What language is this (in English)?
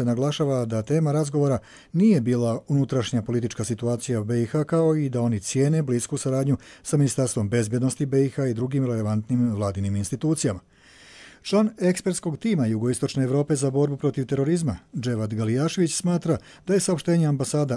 Croatian